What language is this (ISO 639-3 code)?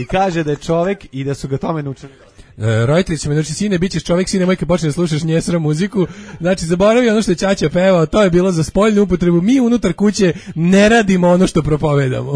srp